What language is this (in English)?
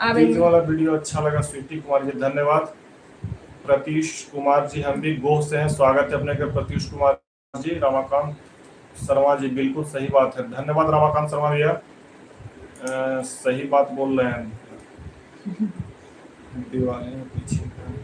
Magahi